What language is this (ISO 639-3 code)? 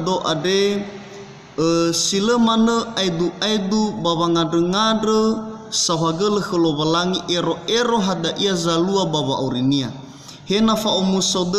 nia